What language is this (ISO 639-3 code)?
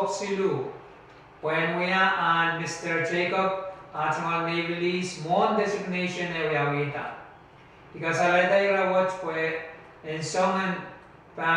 pon